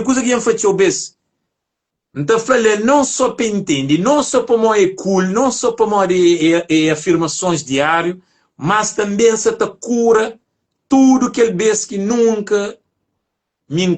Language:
Kabuverdianu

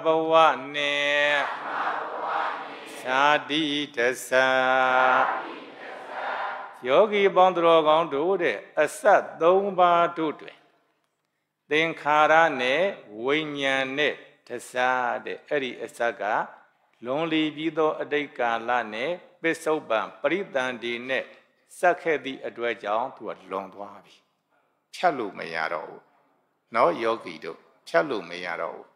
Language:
Burmese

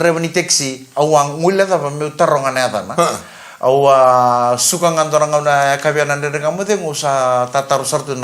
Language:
Fijian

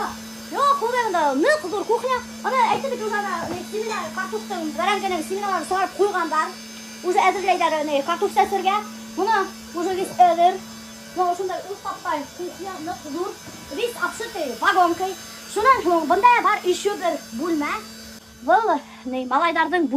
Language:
Bashkir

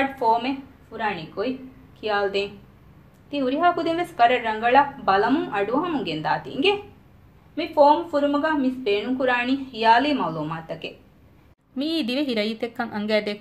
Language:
Divehi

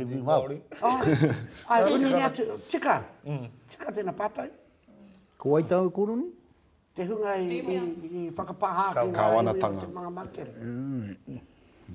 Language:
Māori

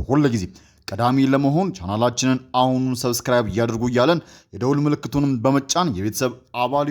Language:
Amharic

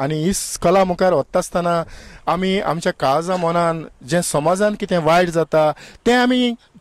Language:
Konkani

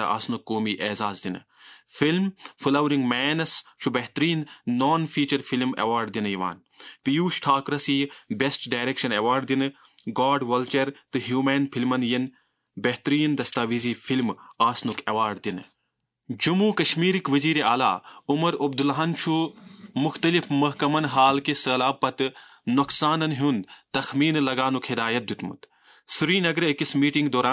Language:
Kashmiri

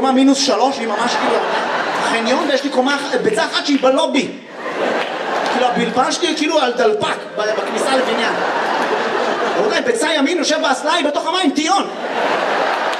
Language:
Hebrew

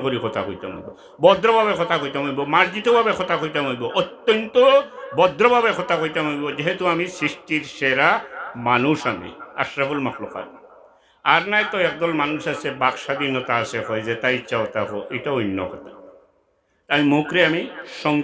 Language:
Sylheti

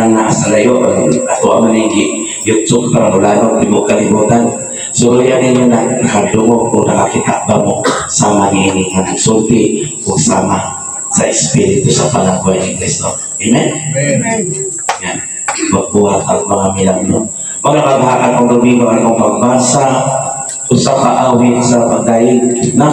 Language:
Cebuano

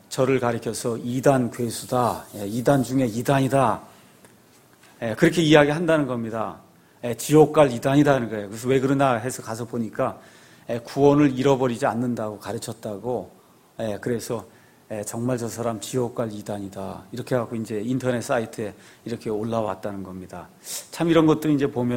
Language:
Korean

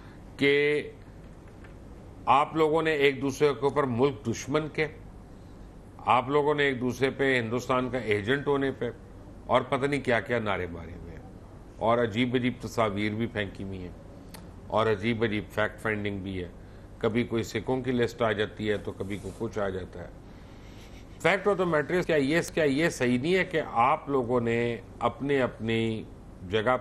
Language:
Urdu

